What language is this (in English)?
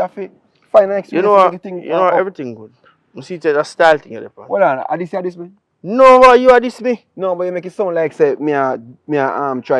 Jamaican Creole English